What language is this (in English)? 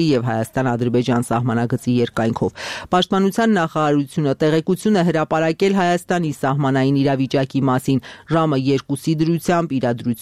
Armenian